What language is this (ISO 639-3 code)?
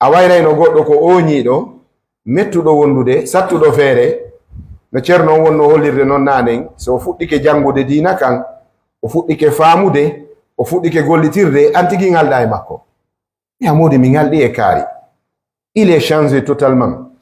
ful